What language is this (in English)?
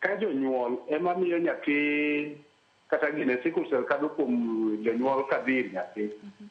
Luo (Kenya and Tanzania)